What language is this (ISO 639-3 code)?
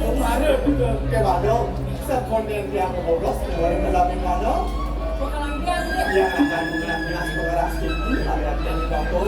ban